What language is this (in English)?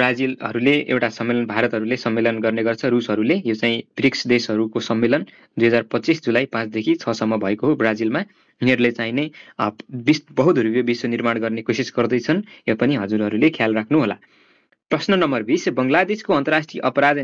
Nepali